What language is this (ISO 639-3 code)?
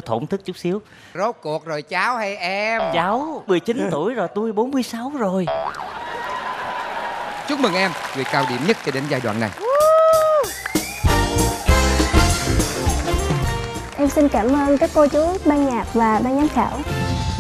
vie